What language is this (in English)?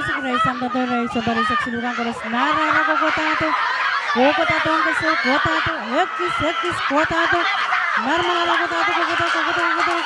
Pohnpeian